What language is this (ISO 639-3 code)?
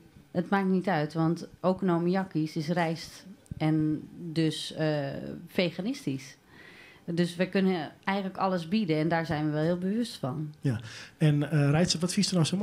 fry